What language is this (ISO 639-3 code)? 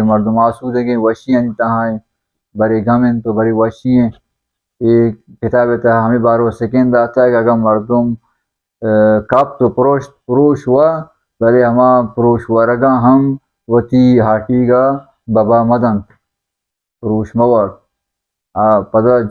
bal